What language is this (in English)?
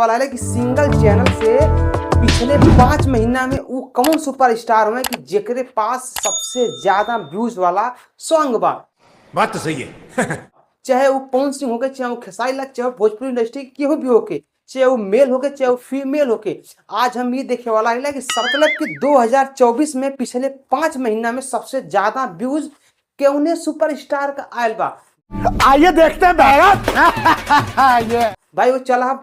Bhojpuri